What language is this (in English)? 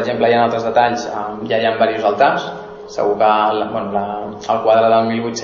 Catalan